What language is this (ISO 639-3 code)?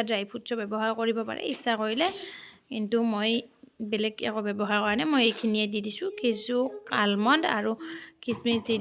asm